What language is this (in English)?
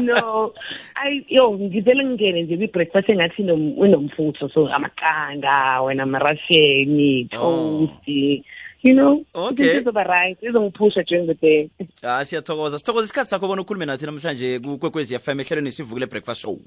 South Ndebele